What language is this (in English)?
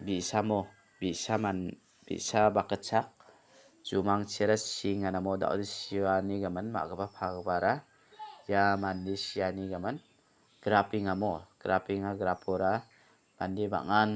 Garo